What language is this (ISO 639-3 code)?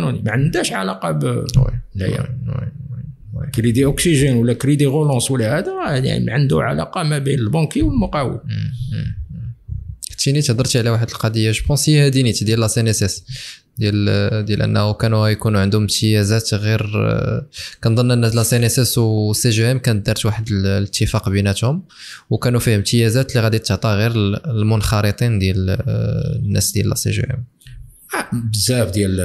ary